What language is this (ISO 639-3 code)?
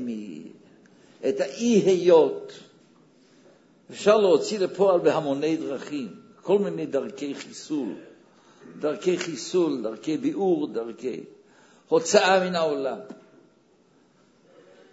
heb